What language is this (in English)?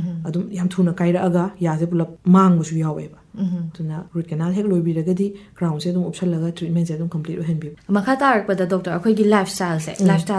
Manipuri